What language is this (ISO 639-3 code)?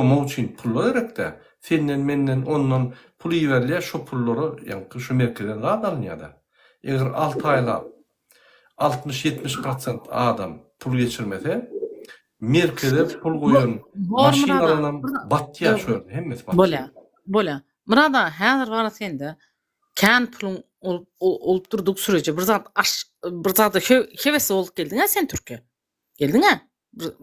tuk